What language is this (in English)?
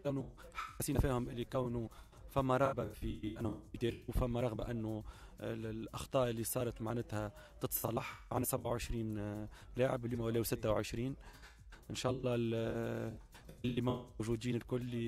Tunisian Arabic